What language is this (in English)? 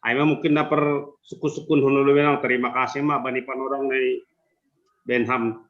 Batak Simalungun